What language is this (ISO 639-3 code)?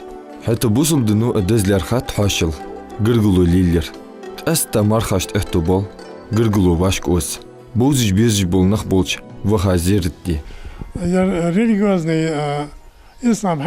inh